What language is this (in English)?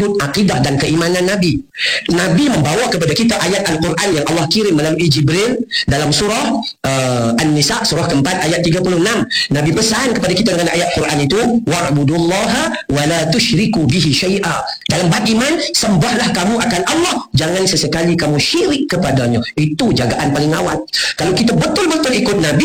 Malay